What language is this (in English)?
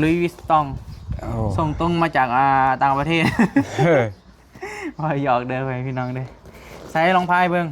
Northeastern Thai